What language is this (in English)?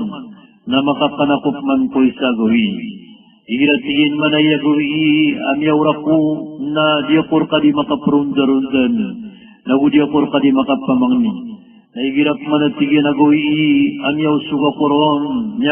Maranao